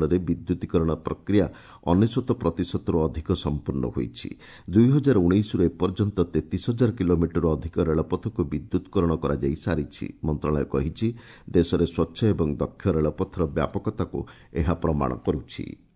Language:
Odia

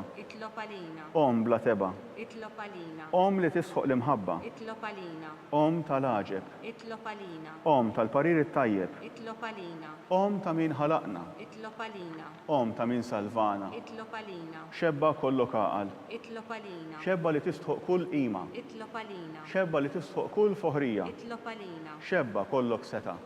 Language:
Maltese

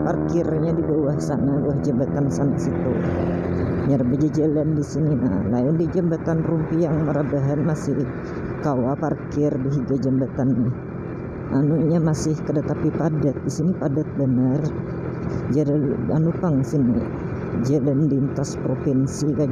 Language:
Banjar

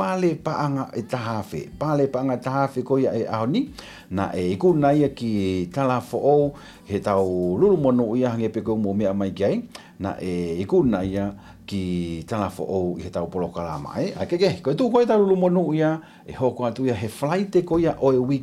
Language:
Tongan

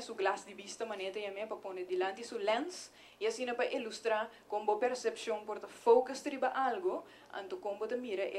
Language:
Papiamento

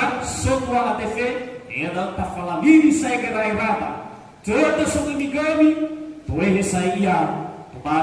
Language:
Nias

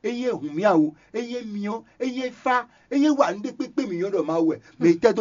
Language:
Fon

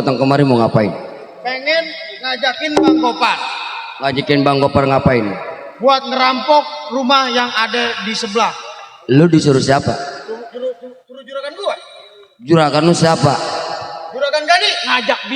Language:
Betawi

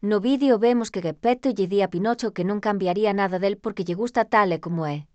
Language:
Galician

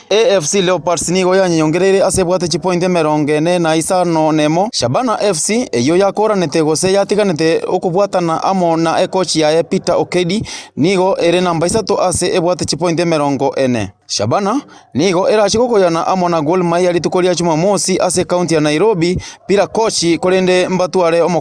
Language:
Gusii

